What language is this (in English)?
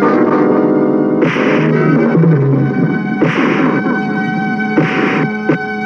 Kannada